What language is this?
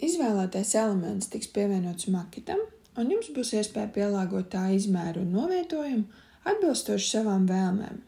Latvian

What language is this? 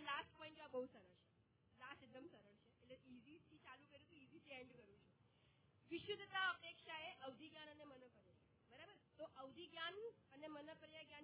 Gujarati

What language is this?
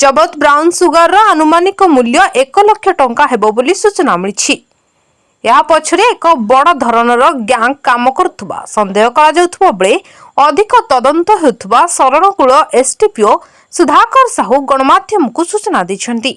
Odia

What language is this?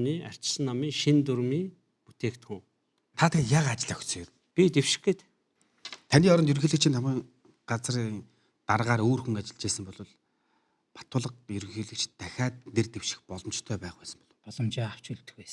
Mongolian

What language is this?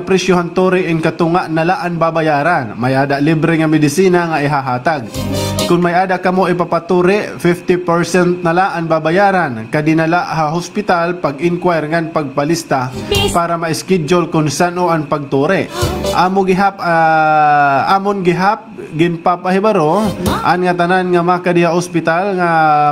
Waray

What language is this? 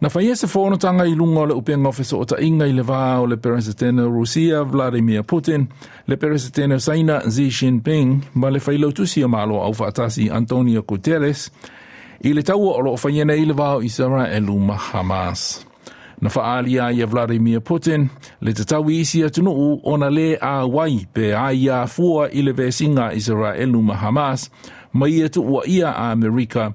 Samoan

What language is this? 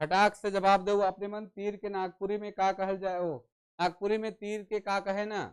Sadri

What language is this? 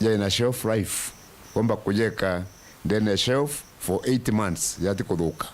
Meru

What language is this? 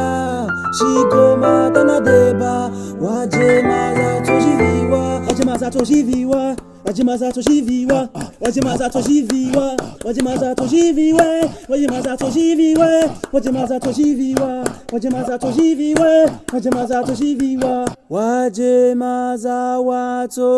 Swahili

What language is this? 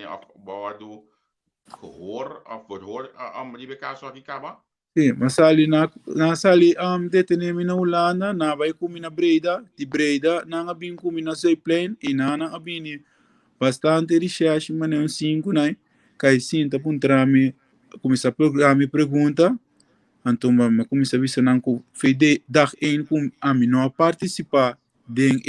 Papiamento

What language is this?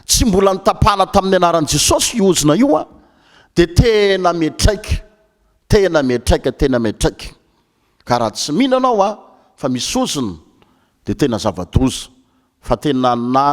Malagasy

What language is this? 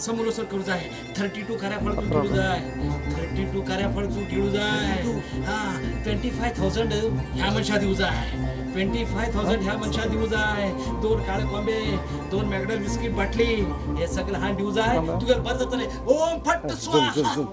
Konkani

